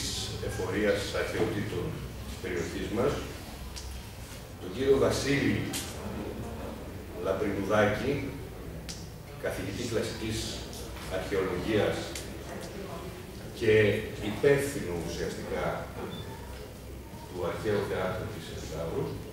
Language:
Greek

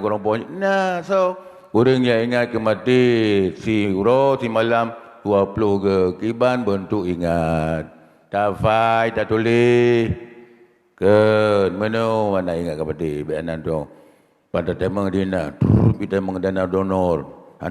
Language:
Achinese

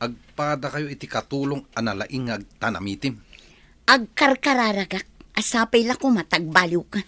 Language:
Iloko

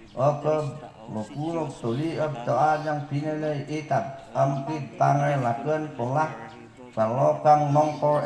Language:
Mayoyao Ifugao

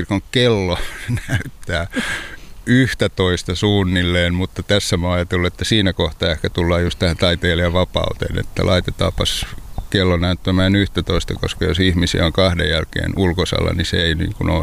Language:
Finnish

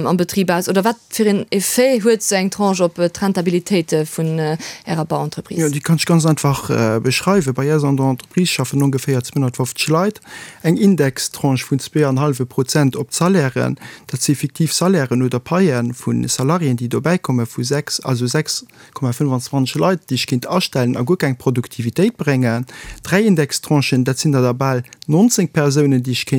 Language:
Luxembourgish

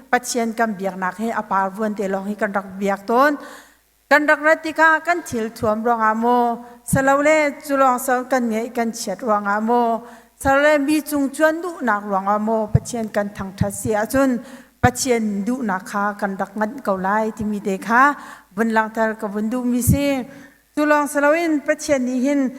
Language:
Hakha Chin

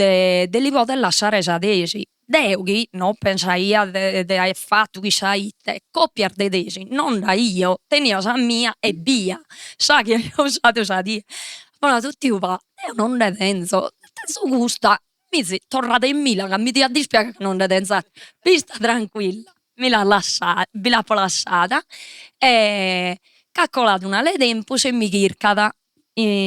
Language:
Sardinian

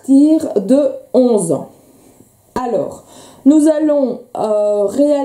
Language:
French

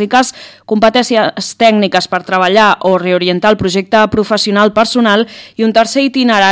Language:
Catalan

